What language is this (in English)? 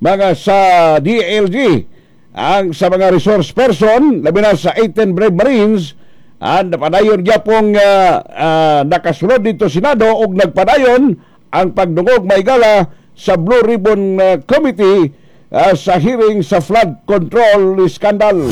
Cebuano